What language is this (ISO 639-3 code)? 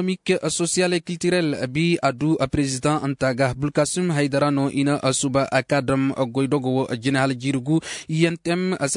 dje